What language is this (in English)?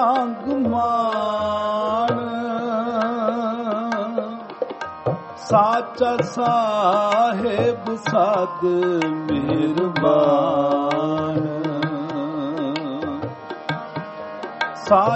Punjabi